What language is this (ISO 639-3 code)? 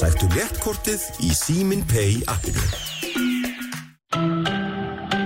isl